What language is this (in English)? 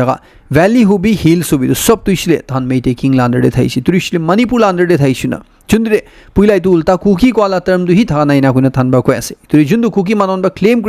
Naga Pidgin